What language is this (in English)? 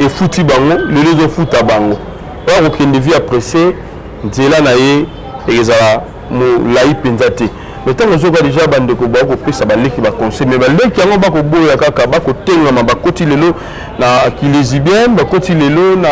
Lingala